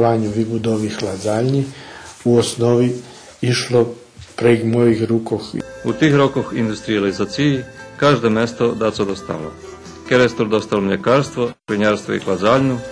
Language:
Rusyn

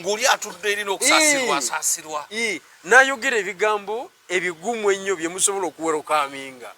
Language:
Ganda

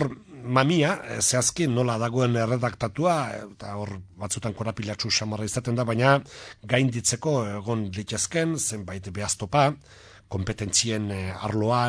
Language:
Basque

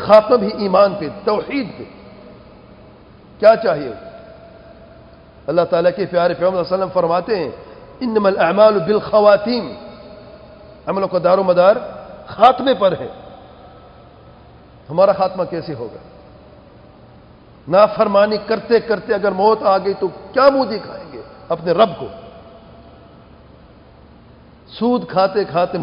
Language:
Urdu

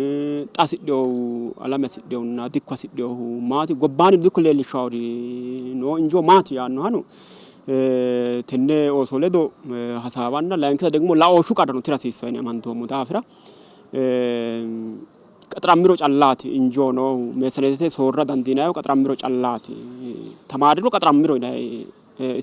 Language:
Sidamo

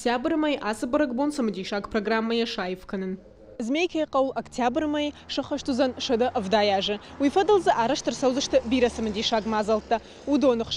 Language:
Ossetic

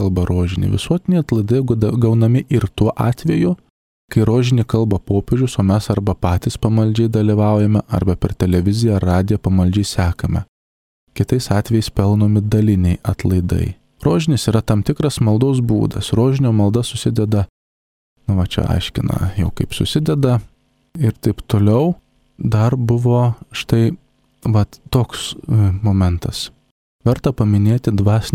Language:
Lithuanian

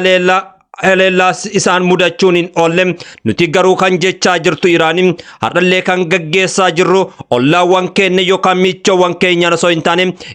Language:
Oromo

